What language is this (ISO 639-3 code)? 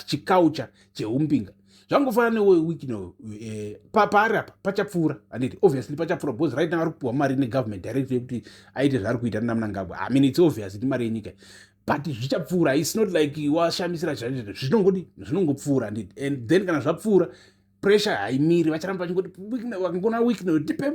sna